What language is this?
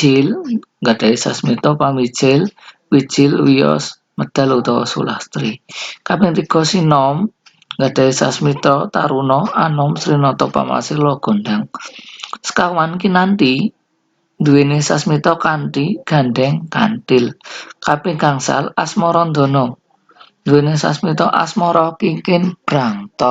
Javanese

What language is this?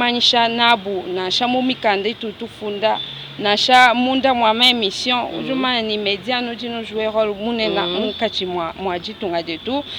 Luba-Lulua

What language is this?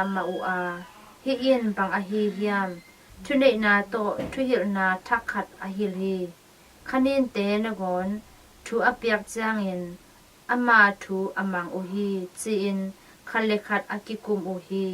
Tedim Chin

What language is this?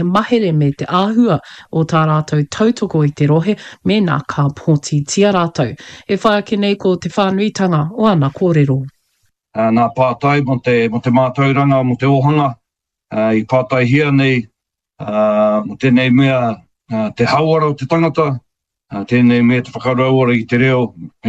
Māori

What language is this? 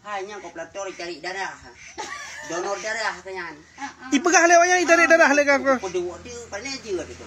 Achinese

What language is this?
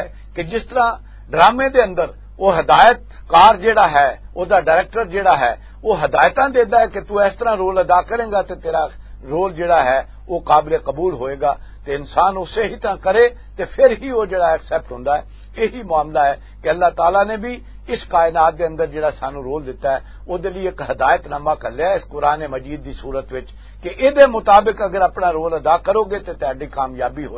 Western Panjabi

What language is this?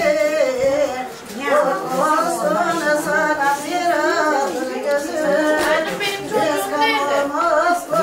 Turkish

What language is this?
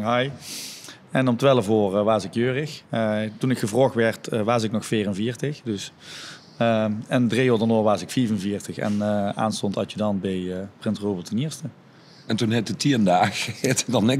Limburgish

